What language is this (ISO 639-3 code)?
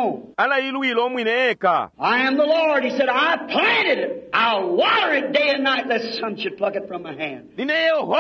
bem